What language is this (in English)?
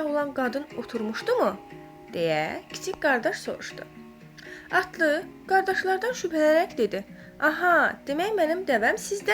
Azerbaijani